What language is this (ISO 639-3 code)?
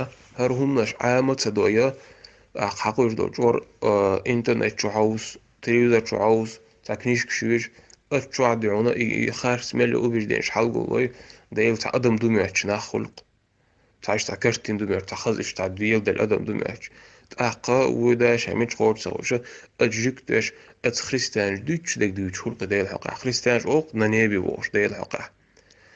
che